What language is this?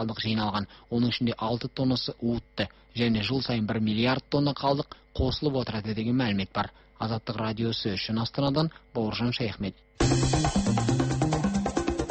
Kazakh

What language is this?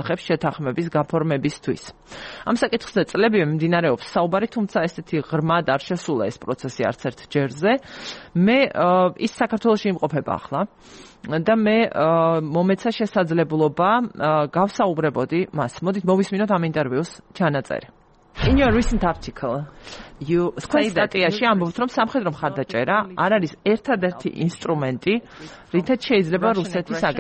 Georgian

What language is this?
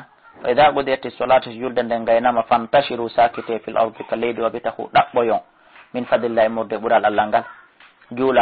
Fula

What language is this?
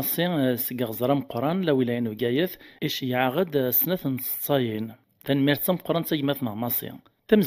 Kabyle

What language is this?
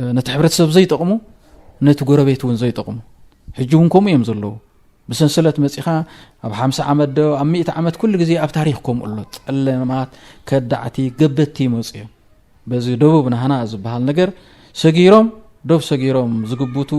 Tigrinya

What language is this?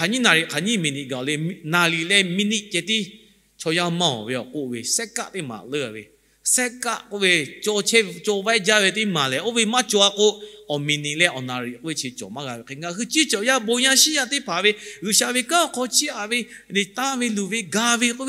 Lahu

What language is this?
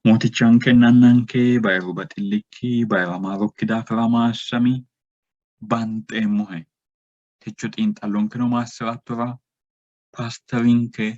Sidamo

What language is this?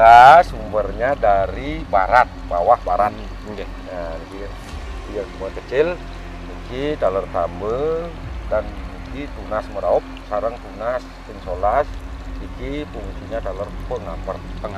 Balinese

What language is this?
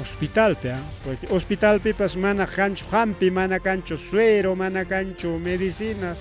Ayacucho Quechua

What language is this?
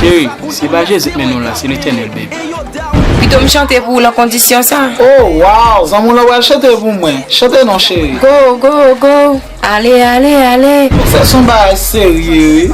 Haitian Creole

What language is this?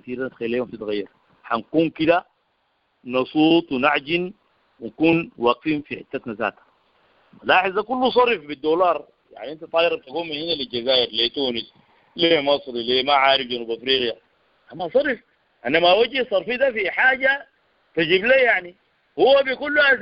Sudanese Arabic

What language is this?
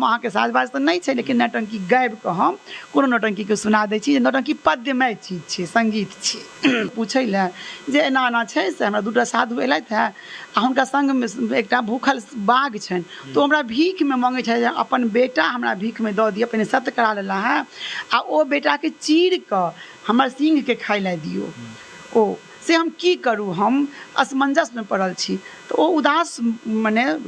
Maithili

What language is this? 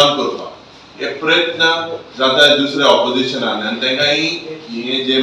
Konkani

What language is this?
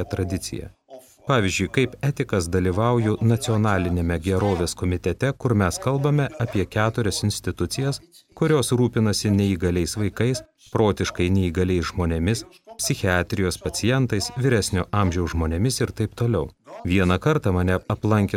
Lithuanian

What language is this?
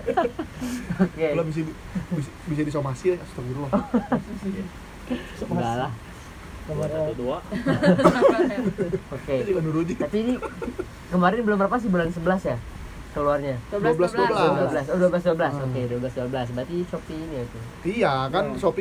Indonesian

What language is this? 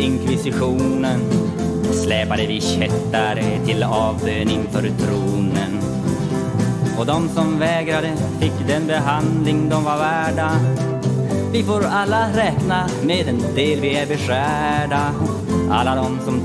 Swedish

